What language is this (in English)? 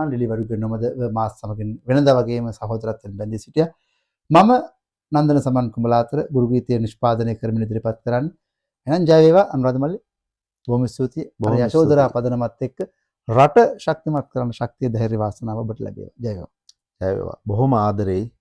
Sinhala